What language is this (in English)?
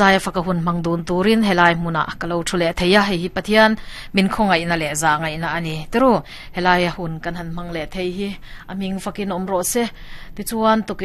Mizo